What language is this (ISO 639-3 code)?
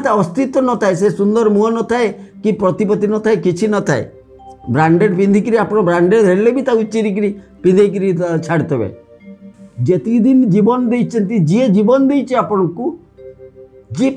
ori